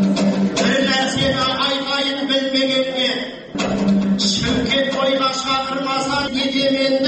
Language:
Kazakh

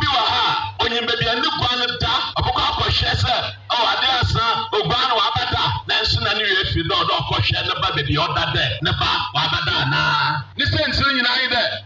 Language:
Akan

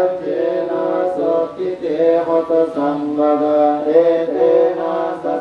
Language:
Pali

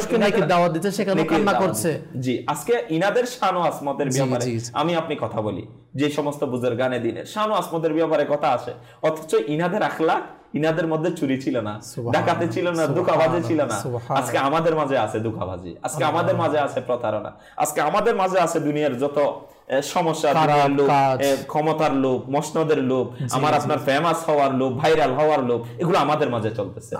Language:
Bangla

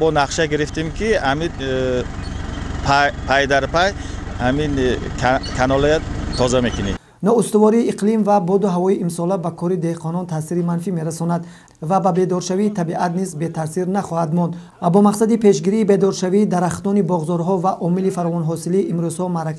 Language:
Tajik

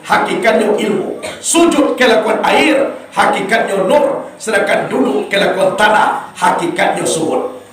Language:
Minangkabau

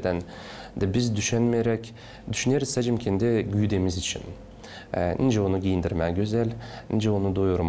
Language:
Gagauz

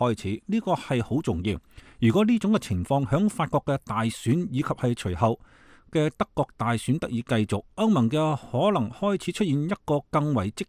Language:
Cantonese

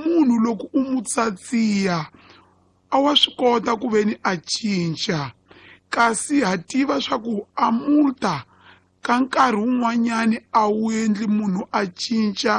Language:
Tsonga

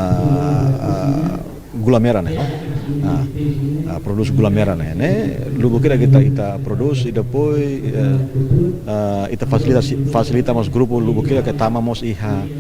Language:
Tetum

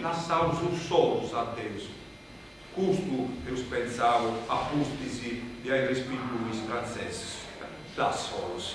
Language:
Sardinian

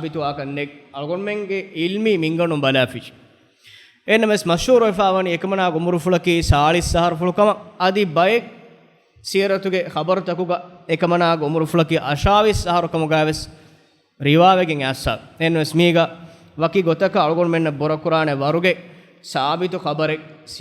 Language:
Divehi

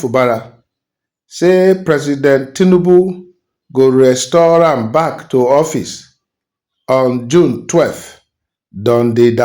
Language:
Nigerian Pidgin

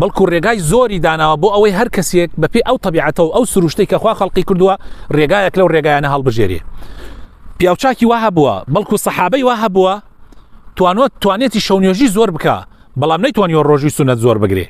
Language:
Central Kurdish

